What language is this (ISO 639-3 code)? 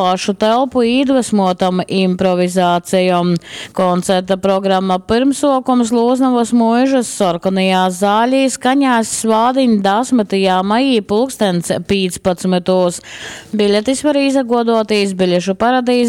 ltg